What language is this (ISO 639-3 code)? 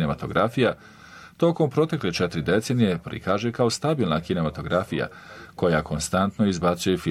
bos